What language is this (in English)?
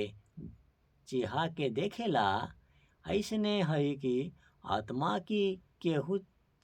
Bhojpuri